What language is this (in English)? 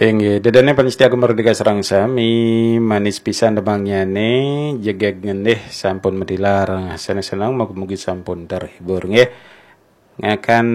Balinese